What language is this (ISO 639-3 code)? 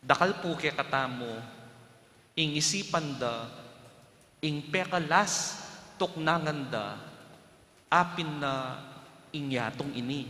pam